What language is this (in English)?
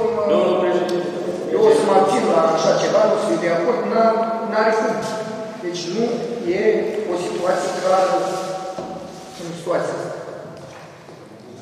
Romanian